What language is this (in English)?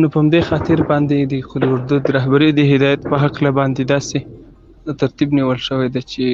Pashto